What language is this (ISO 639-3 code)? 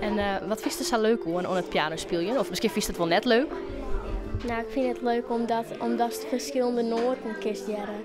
fry